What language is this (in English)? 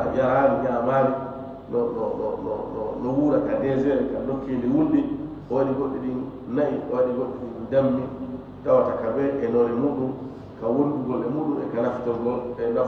Fula